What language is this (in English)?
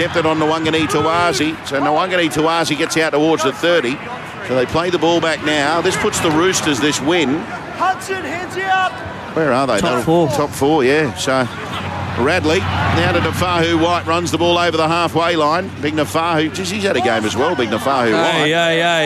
English